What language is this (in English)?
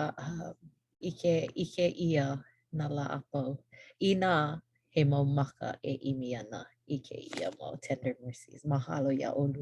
Hawaiian